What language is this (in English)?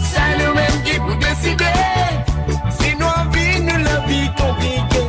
Morisyen